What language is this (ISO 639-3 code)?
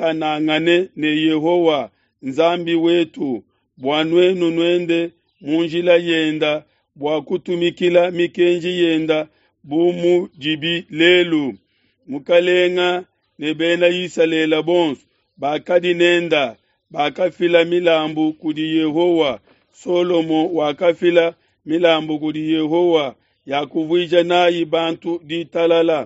lua